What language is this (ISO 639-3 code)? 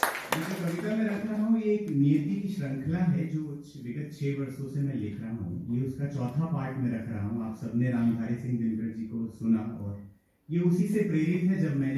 hin